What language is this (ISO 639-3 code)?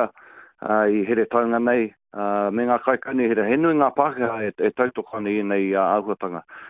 mri